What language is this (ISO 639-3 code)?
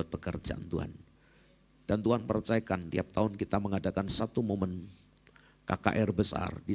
ind